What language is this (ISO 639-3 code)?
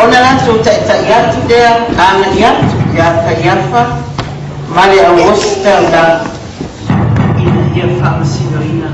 smo